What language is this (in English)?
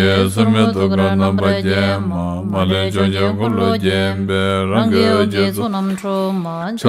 Tibetan